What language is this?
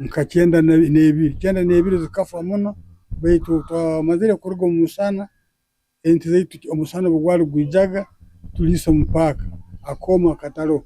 Nyankole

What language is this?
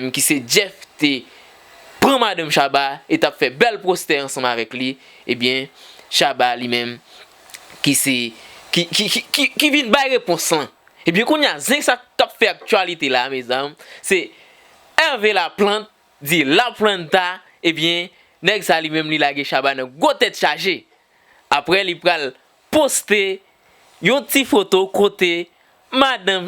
Haitian Creole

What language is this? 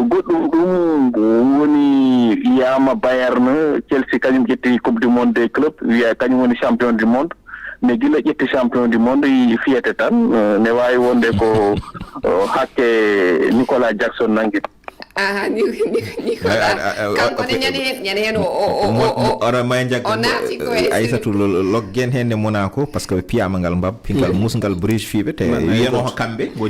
Fula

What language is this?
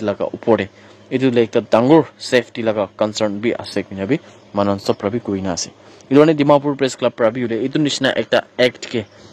Naga Pidgin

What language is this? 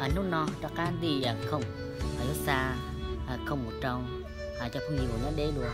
Hmong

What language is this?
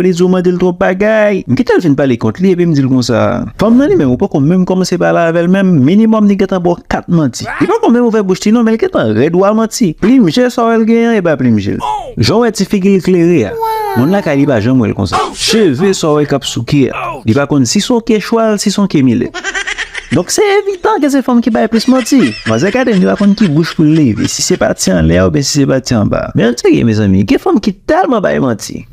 Haitian Creole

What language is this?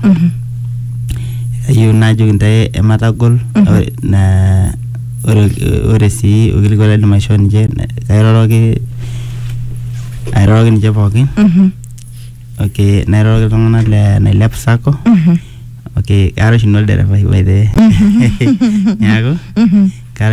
Masai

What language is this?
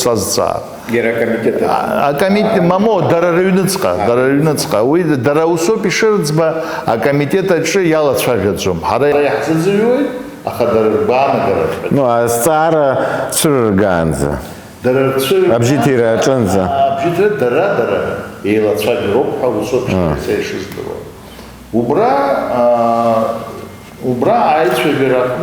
Abkhazian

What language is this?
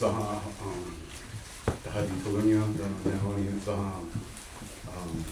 Mohawk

